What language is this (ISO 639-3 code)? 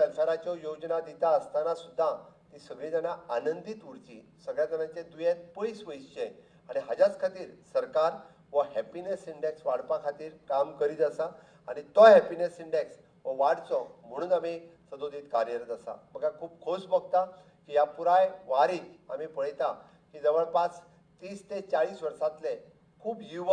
kok